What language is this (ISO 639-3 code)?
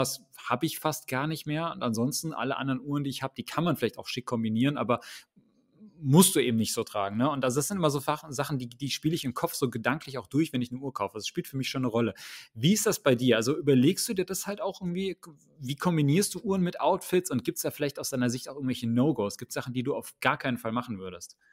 deu